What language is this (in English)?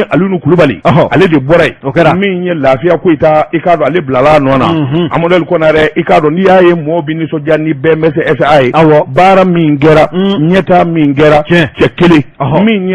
Bambara